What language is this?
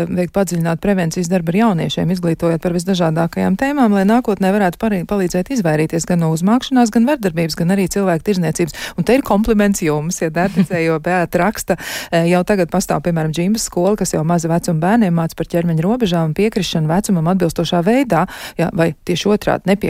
Latvian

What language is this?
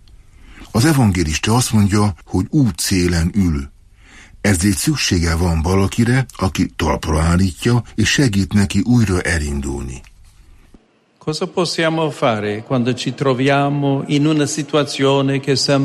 Hungarian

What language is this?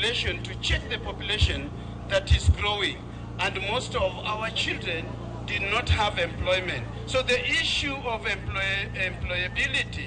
Luo (Kenya and Tanzania)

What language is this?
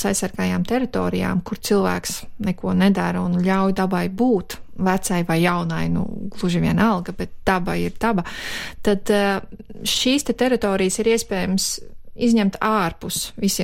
Latvian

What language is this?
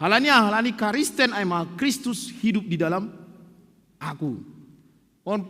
Batak Simalungun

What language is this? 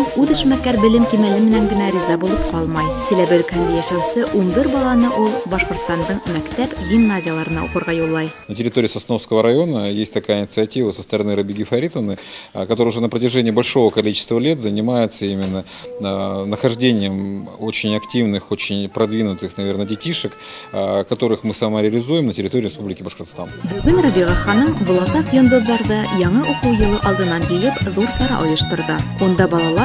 Bashkir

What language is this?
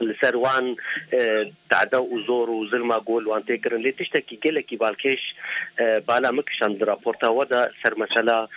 Kurdish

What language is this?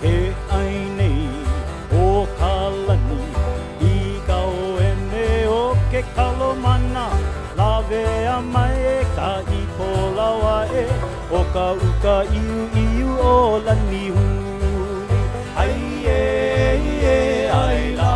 Hawaiian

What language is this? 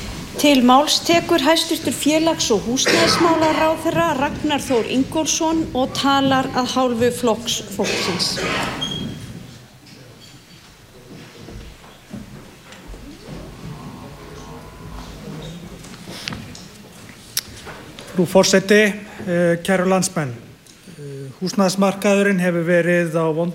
Icelandic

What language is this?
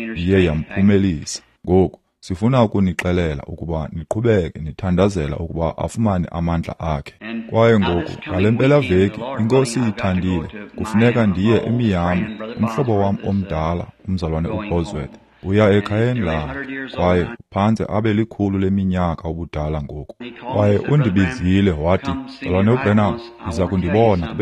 Xhosa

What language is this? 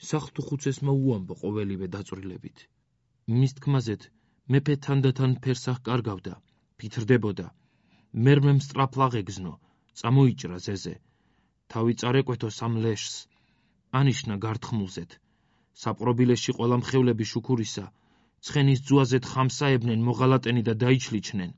Georgian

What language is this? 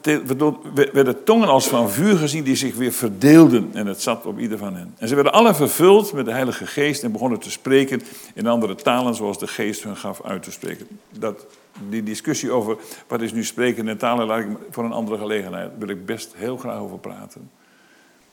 Dutch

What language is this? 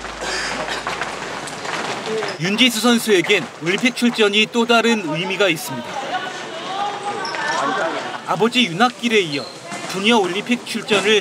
Korean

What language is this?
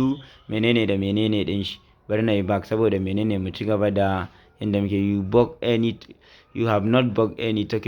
Hausa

